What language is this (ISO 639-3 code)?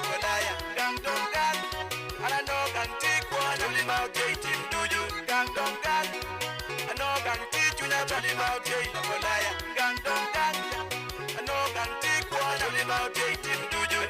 ach